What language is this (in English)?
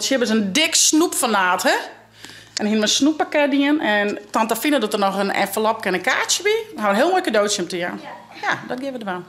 Western Frisian